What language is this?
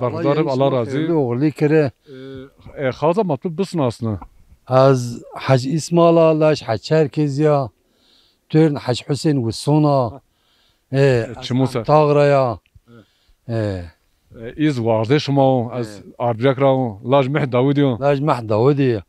Zaza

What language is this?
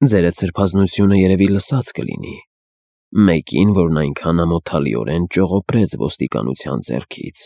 Armenian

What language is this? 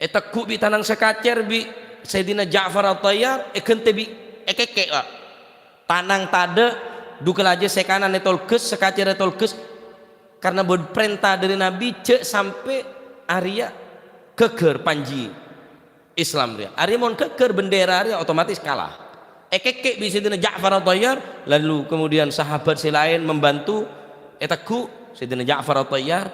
Madurese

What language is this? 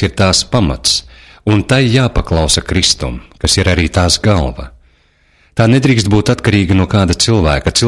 Latvian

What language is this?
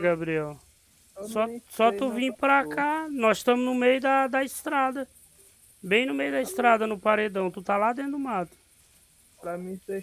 Portuguese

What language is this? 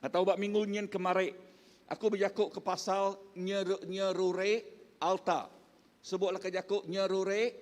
Iban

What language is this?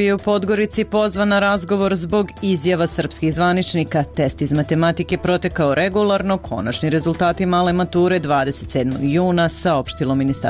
Serbian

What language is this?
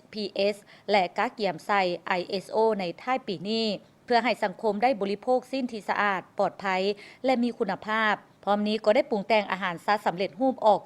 Lao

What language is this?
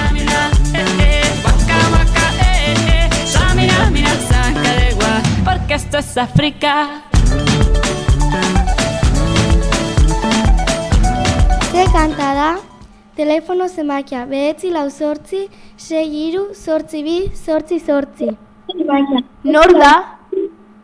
Basque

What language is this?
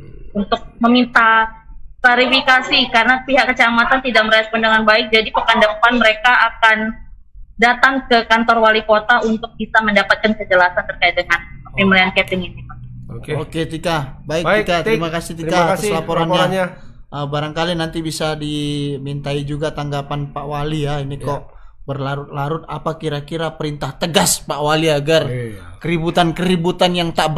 Indonesian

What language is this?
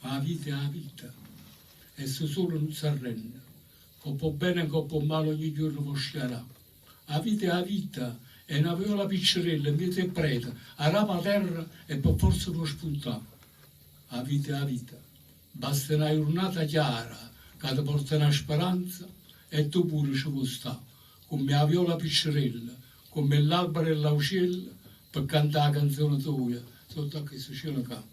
Neapolitan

